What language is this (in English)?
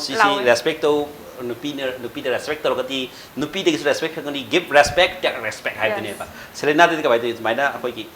Manipuri